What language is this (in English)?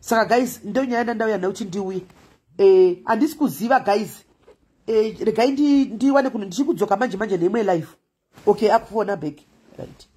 Shona